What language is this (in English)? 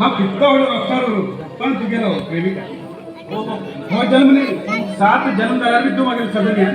Konkani